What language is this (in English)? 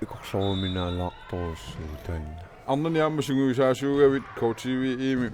Kalaallisut